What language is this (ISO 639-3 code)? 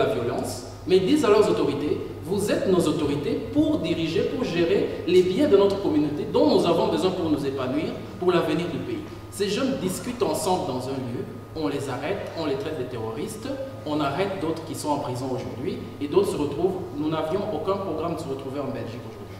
fra